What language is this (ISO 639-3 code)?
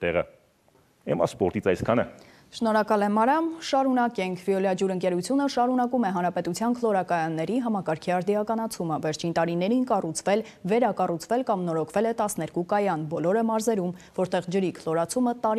hye